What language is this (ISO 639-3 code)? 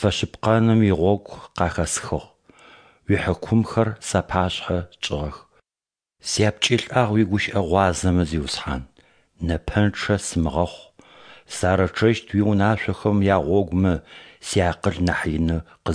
ady